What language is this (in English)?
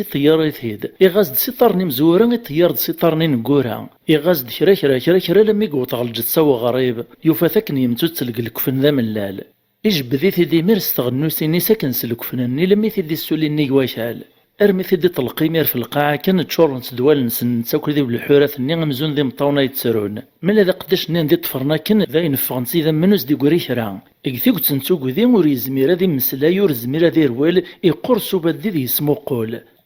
Kabyle